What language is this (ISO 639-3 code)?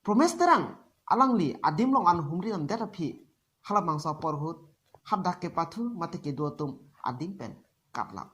mjw